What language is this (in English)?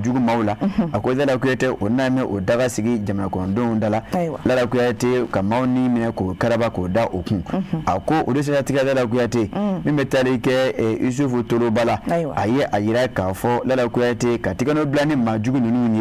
Bambara